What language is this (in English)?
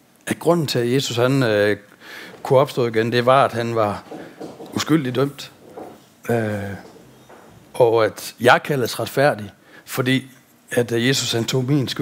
Danish